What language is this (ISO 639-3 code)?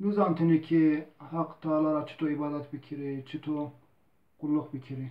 zza